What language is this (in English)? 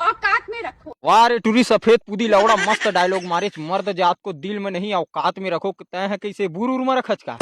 Chhattisgarhi